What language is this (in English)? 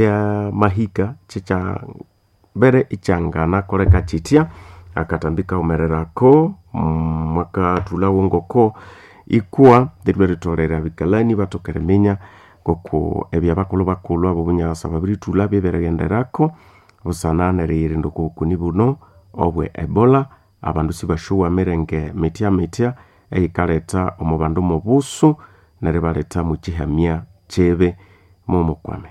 Nande